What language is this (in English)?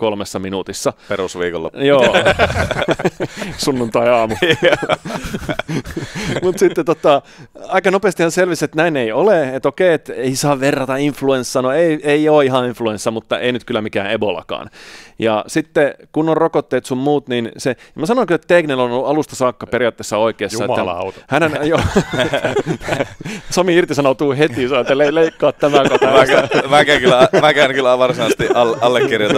Finnish